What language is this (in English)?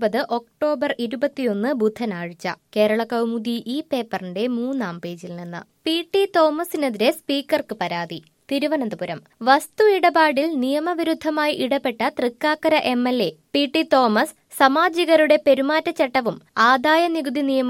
Malayalam